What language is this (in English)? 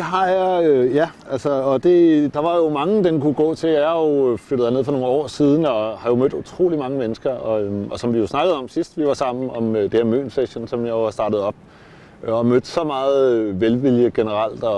Danish